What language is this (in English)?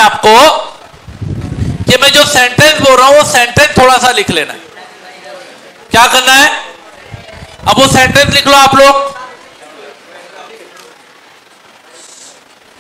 Hindi